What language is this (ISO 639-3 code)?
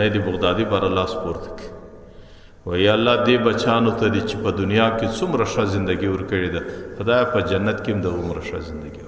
pus